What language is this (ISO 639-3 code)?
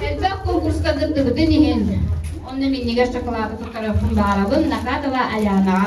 sah